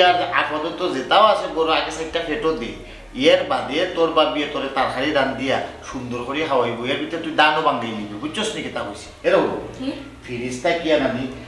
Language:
Sylheti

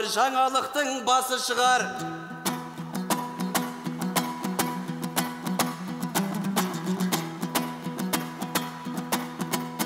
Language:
Kazakh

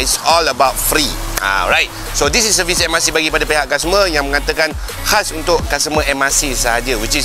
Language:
Malay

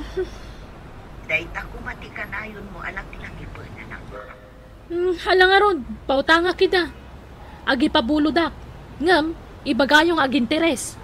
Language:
Iloko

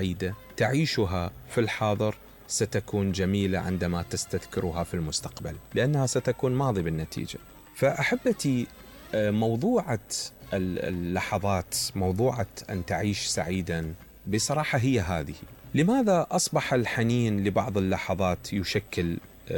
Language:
Mesopotamian Arabic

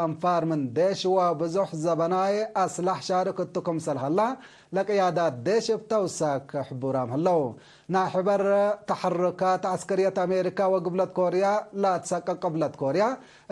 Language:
Tigre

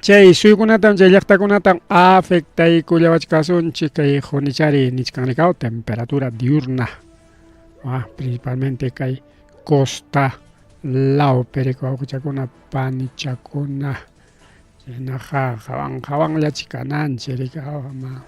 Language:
Ayacucho Quechua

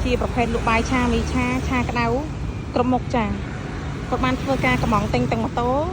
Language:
Khmer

